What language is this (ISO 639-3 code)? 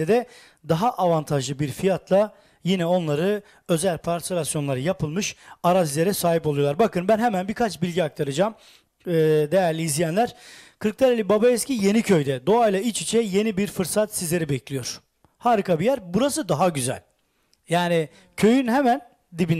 tur